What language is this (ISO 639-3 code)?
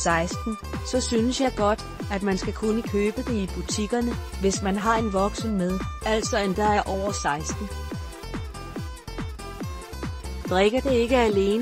dan